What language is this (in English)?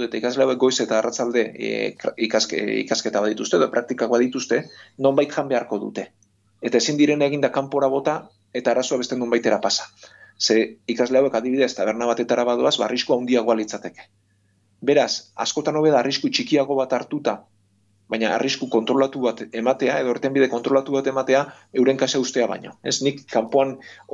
Basque